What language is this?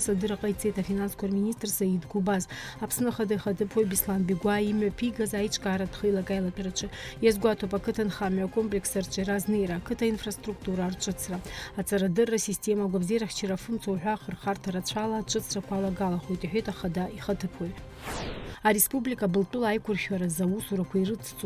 Abkhazian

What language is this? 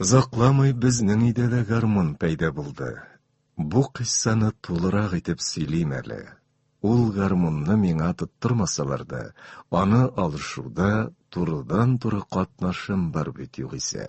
Tatar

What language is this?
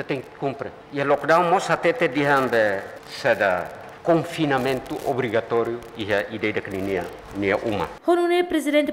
Tetum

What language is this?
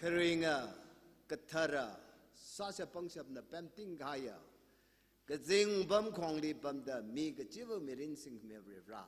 Tangkhul Naga (India)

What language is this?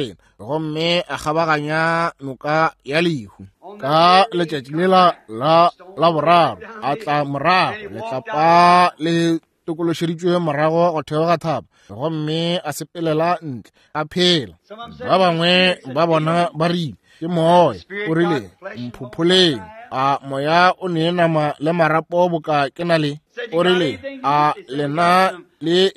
Northern Sotho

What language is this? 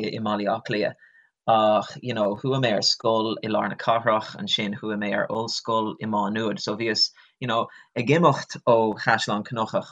Irish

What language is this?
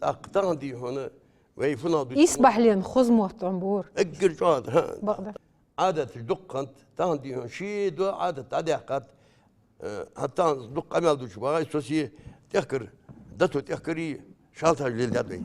Ingush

